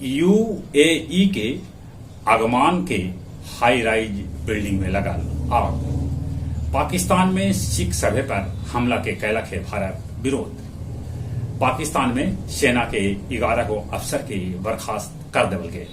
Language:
Magahi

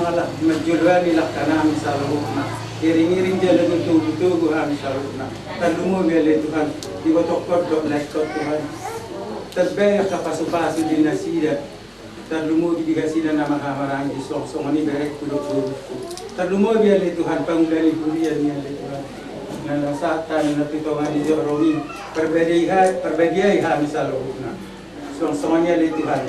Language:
Batak Toba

